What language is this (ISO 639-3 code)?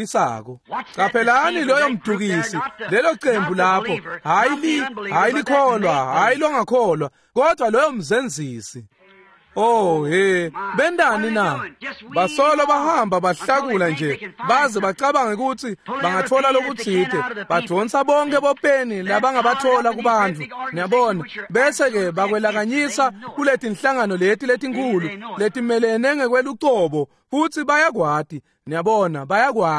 ssw